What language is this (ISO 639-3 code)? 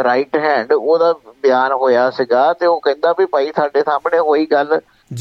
pan